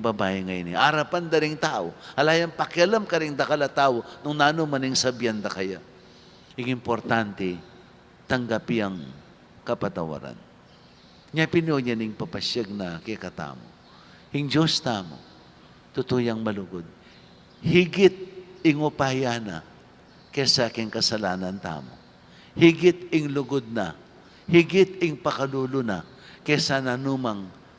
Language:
Pampanga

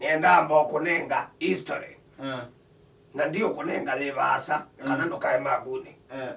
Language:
Kamba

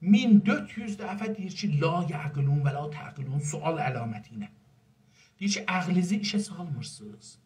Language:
South Azerbaijani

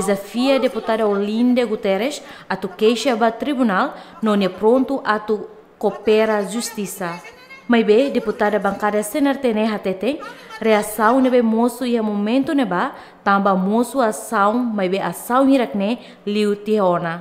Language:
Tetum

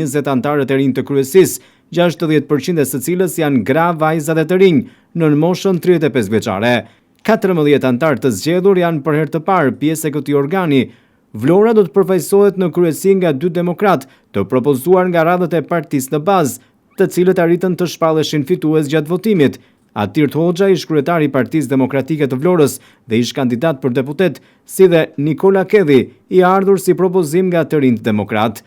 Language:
Albanian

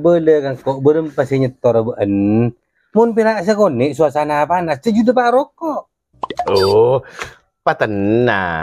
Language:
Madurese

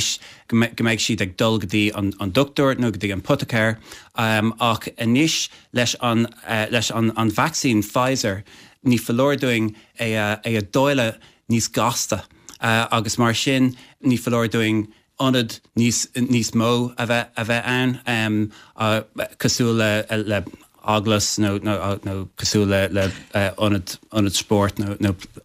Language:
Irish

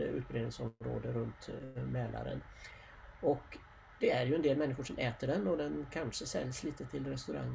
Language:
Swedish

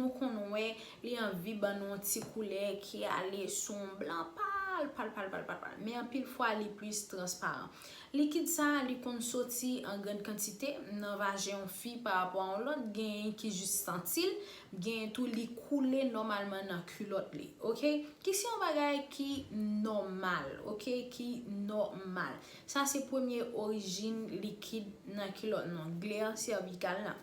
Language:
Haitian Creole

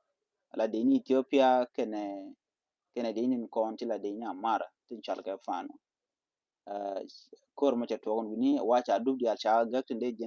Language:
Nuer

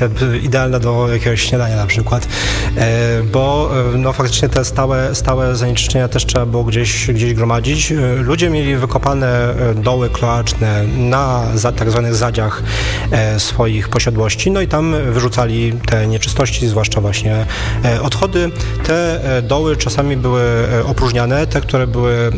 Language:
Polish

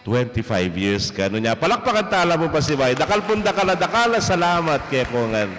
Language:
Pampanga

